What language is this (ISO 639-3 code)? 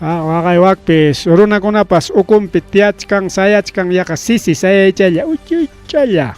quy